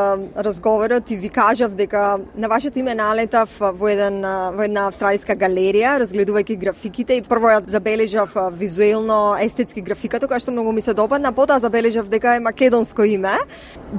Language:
Macedonian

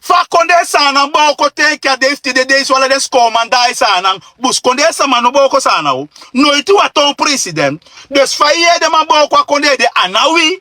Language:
Sranan Tongo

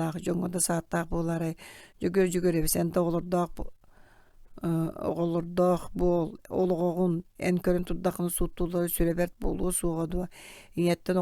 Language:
Yakut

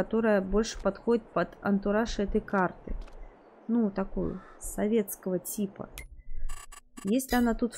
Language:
Russian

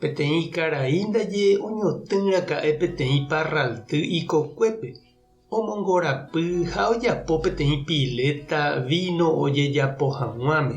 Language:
Guarani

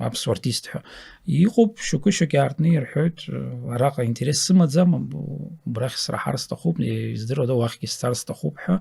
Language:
Abkhazian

